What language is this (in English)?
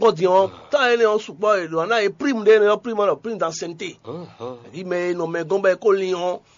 Fon